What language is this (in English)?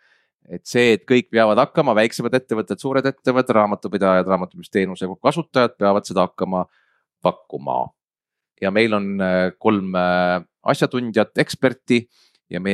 Estonian